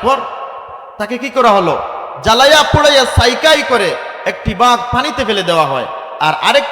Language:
Sylheti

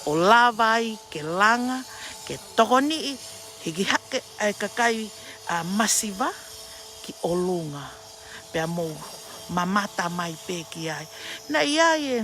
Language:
Tongan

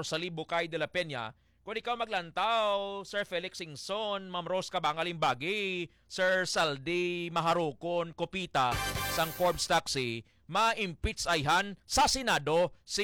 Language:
Hiligaynon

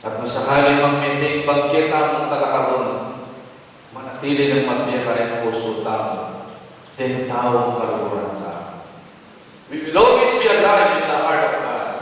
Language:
Pampanga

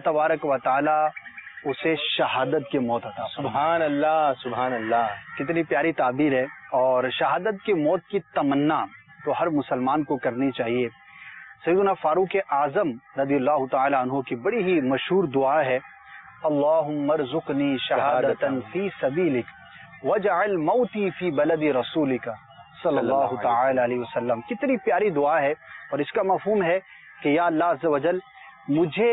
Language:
Urdu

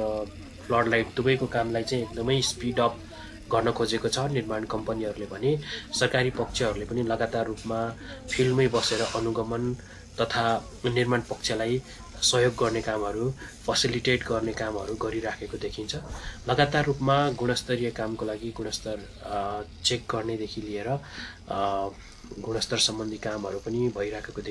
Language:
Nepali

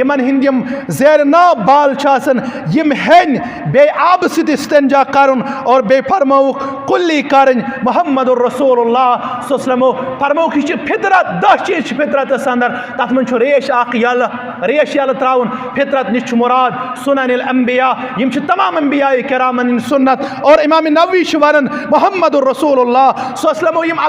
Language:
Kashmiri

